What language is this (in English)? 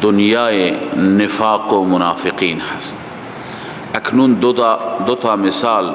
Persian